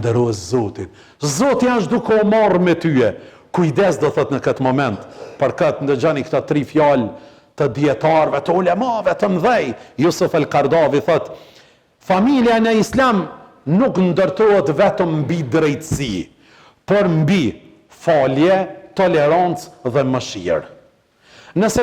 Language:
Albanian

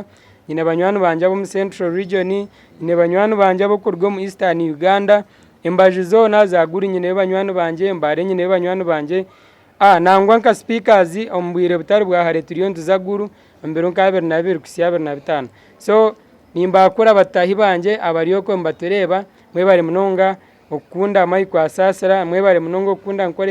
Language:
Nyankole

